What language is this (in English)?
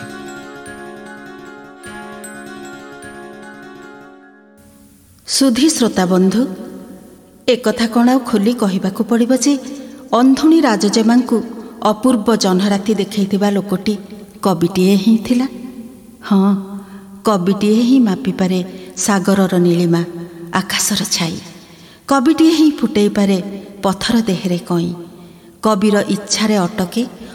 Odia